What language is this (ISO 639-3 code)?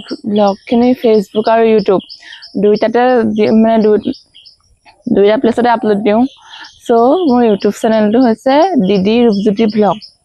asm